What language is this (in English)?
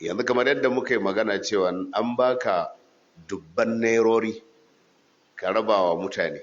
Hausa